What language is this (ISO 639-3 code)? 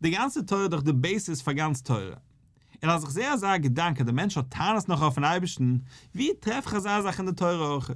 yid